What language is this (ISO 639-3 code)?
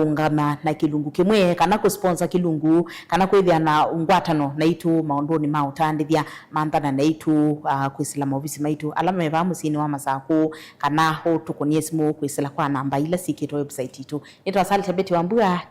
kam